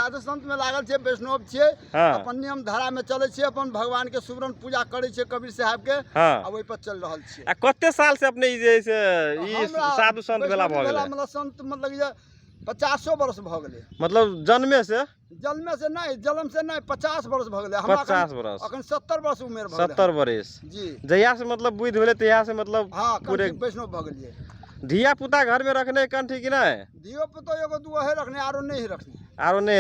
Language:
Magahi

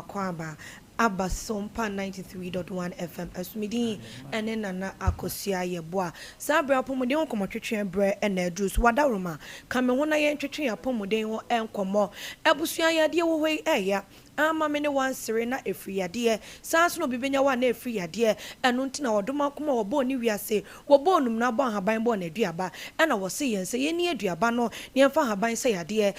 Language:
Akan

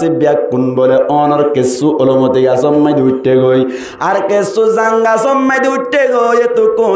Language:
Rohingya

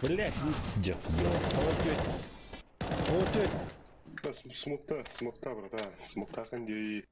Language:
Yakut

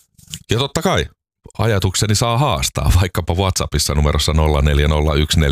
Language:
Finnish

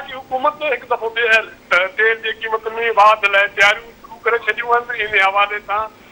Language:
Sindhi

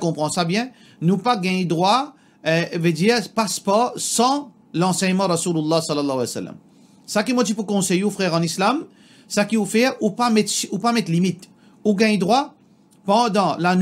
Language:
Morisyen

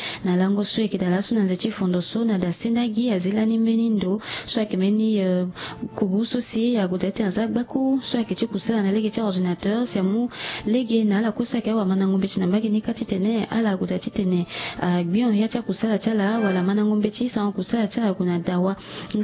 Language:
Sango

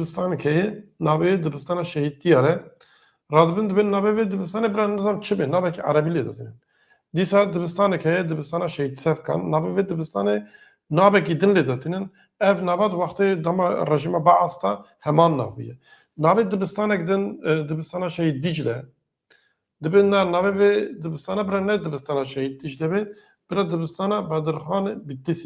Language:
Kurdish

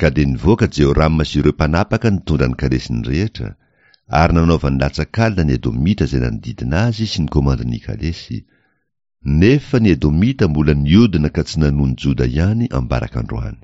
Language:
Malagasy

